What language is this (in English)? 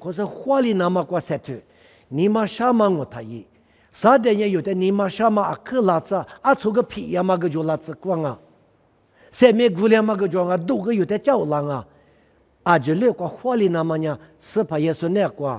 Lisu